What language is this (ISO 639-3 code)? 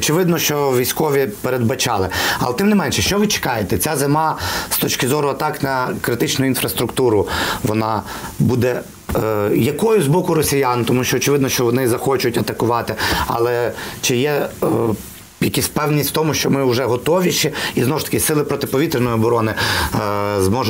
ukr